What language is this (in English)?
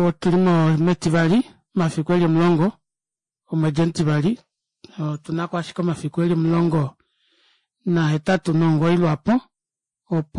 Kuanyama